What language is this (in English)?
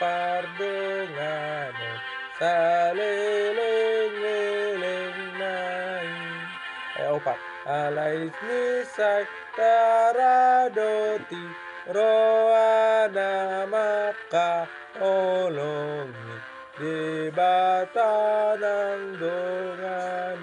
Batak Toba